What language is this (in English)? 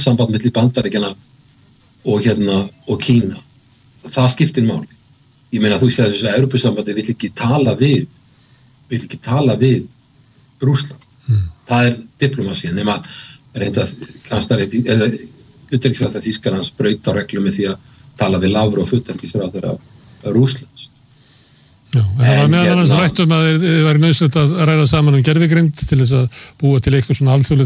Icelandic